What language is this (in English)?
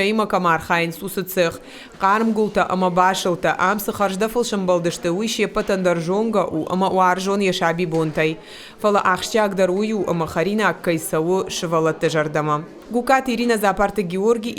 Ossetic